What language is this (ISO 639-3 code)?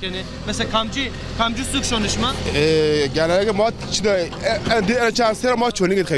zza